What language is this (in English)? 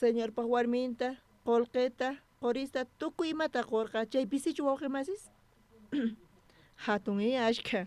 South Bolivian Quechua